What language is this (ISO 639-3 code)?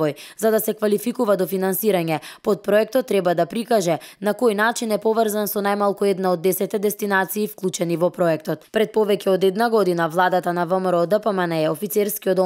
mkd